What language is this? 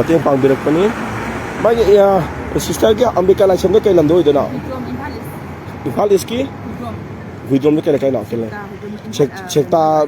Manipuri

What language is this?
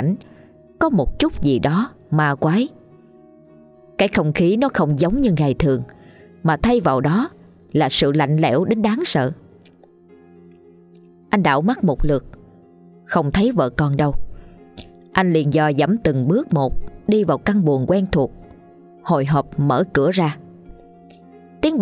Vietnamese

